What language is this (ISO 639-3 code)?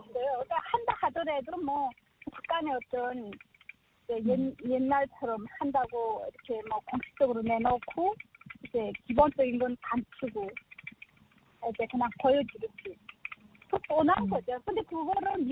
kor